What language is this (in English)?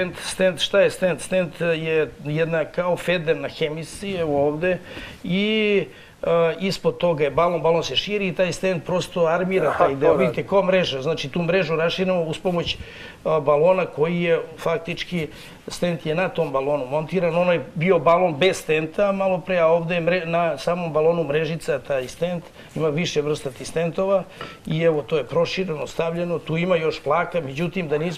Serbian